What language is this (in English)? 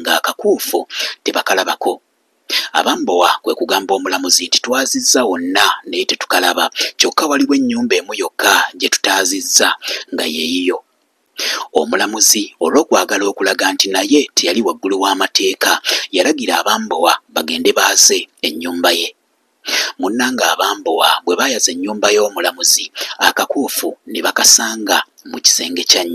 Ganda